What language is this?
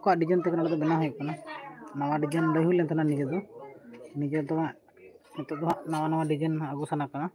Santali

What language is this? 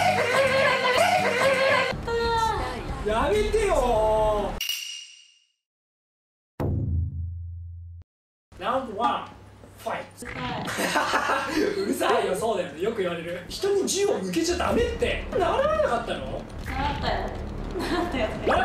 Japanese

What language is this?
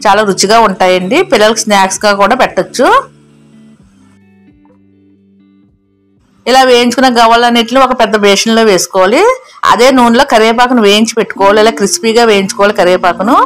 Telugu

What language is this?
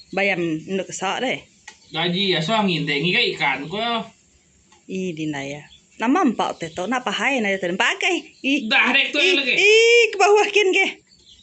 Iban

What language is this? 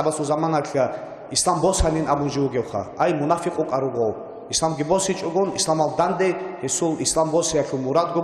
Avaric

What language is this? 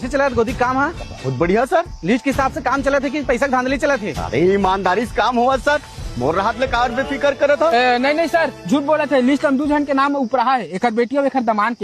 Chhattisgarhi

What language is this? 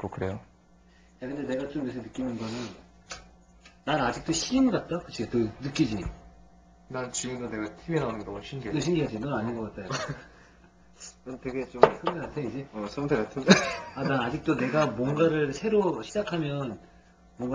Korean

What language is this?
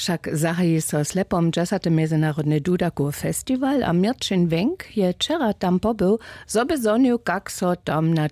Upper Sorbian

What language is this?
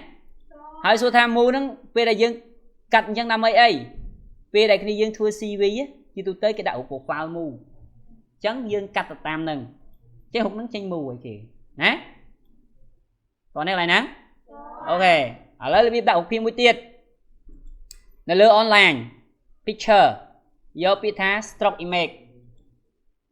Khmer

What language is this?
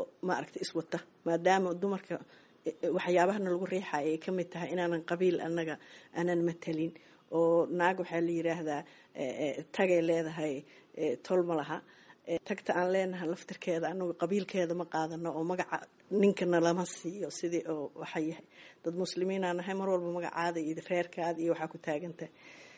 Somali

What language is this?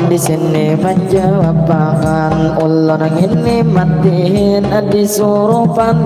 Banjar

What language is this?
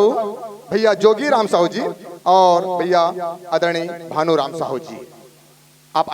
Chhattisgarhi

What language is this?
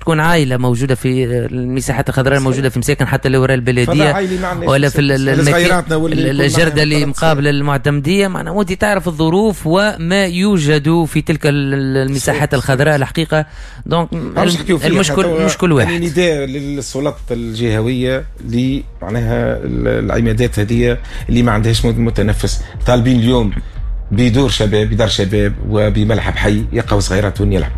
Tunisian Arabic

